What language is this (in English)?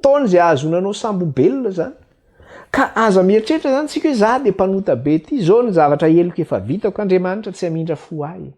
Malagasy